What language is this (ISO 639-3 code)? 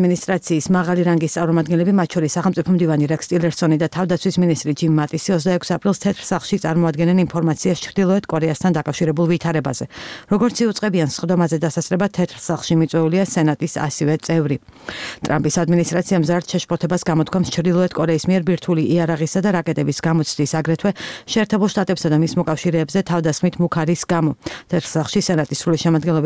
kat